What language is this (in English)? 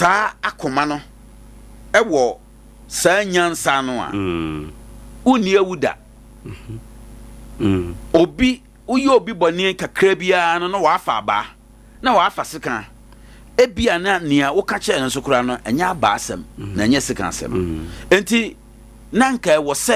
Akan